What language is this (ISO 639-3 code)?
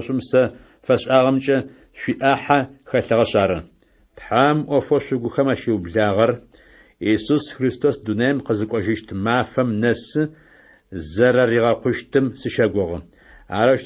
ady